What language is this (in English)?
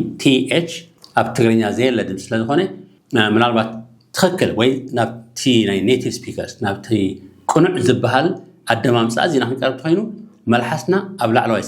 Tigrinya